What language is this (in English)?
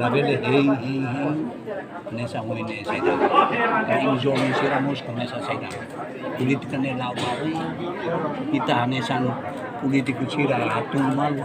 Tetum